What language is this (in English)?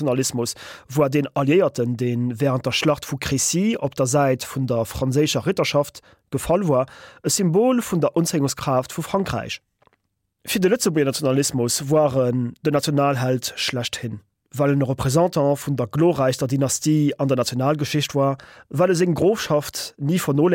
Luxembourgish